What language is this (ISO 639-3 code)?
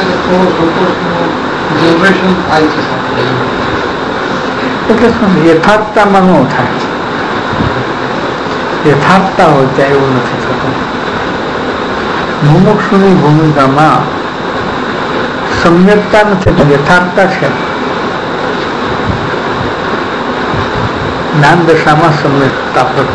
guj